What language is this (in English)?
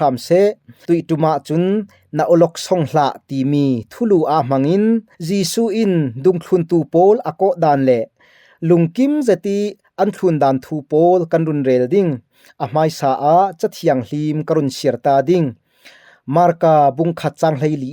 Falam Chin